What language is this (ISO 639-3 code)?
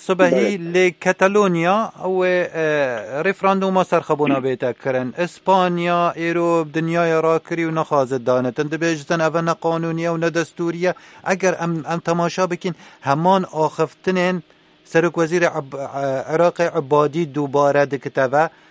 kur